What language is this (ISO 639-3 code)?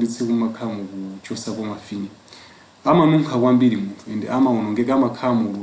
nya